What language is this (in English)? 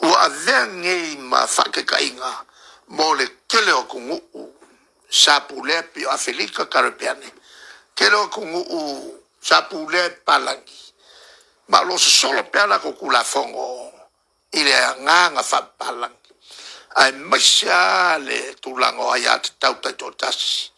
Samoan